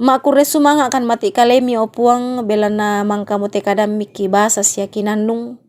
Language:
Toraja-Sa'dan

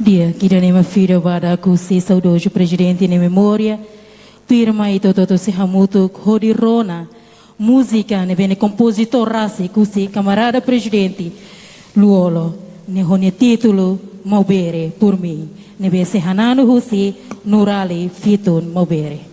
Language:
Tetum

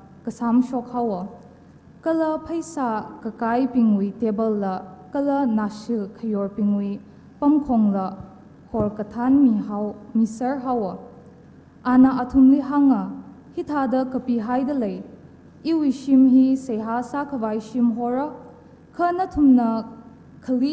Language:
Tangkhul Naga (India)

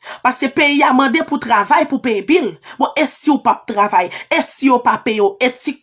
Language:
Haitian Creole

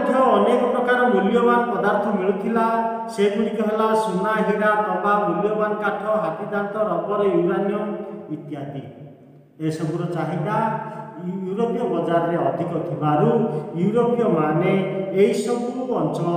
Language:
Odia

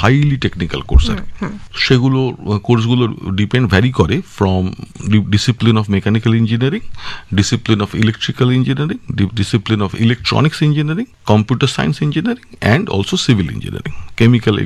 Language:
Bangla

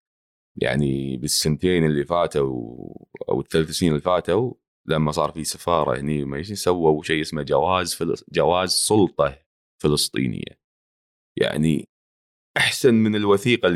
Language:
Gulf Arabic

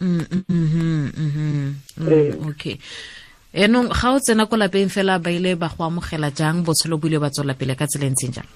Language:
Tswana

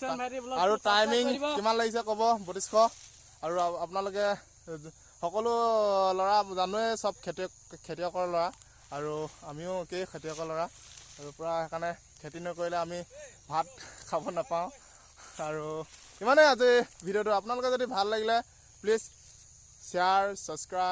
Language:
Assamese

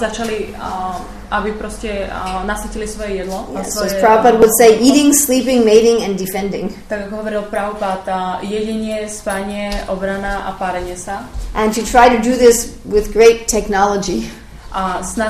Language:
Slovak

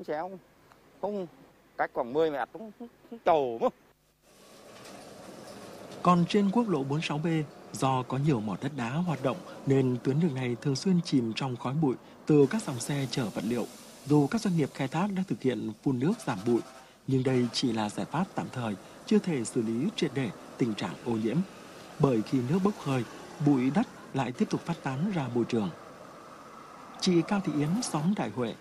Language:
Vietnamese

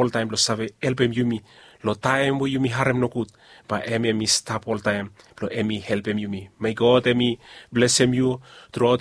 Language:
Bislama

